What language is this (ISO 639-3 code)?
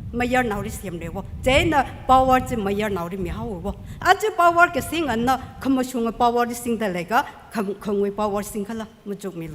nmf